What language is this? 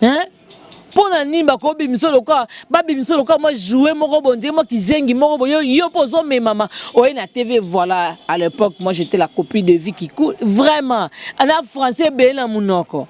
Lingala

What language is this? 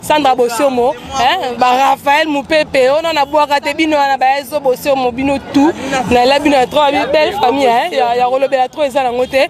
Lingala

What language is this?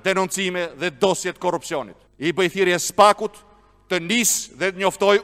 Albanian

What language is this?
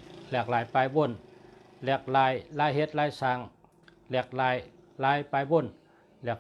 Shan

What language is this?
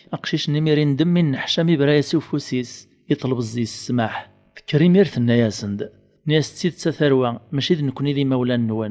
Kabyle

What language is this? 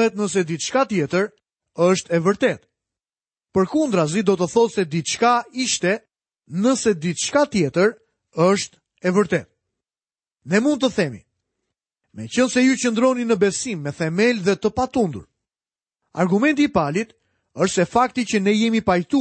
Albanian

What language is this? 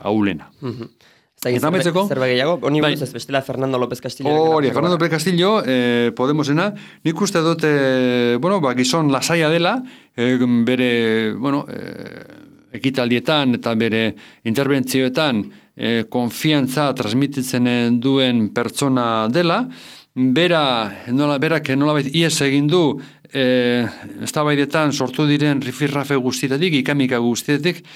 Basque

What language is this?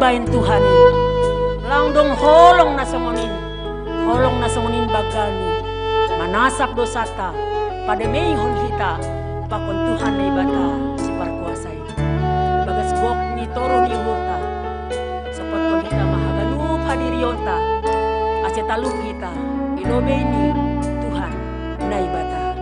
Batak Simalungun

